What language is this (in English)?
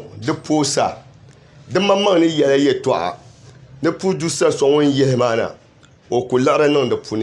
Dagbani